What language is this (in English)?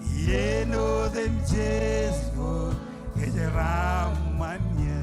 Marshallese